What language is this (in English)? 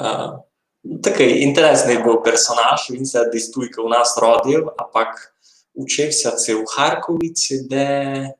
Rusyn